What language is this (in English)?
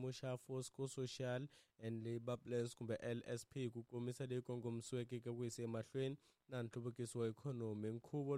Tsonga